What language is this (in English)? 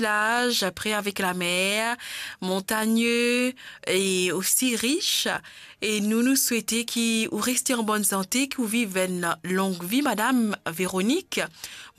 Morisyen